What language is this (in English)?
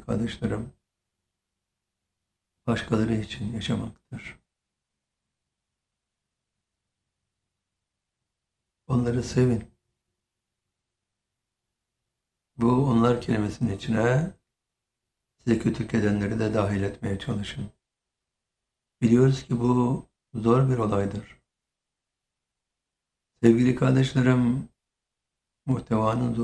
Turkish